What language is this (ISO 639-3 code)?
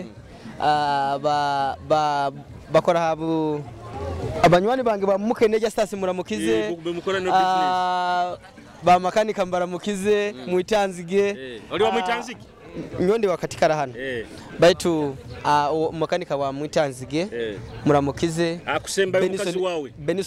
nyo